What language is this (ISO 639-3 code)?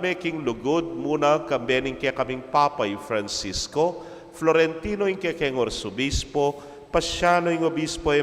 pam